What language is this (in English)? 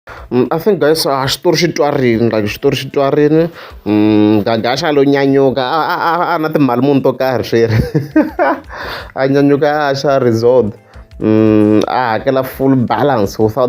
Tsonga